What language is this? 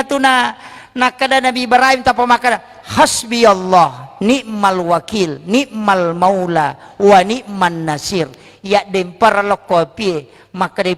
Buginese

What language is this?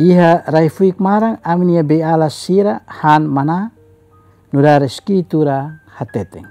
Tetum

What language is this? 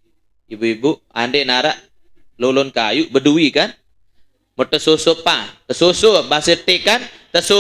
Sasak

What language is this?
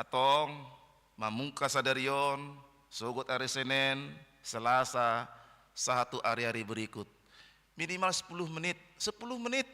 Batak Toba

